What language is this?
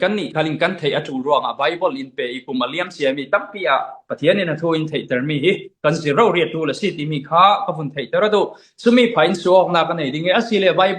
Falam Chin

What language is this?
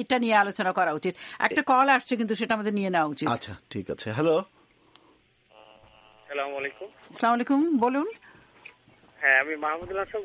Bangla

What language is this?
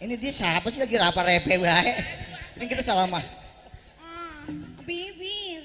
Betawi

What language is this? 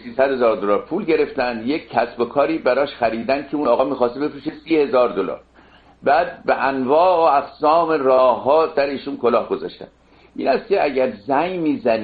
Persian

